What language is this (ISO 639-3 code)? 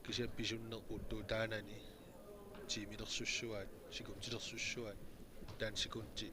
kal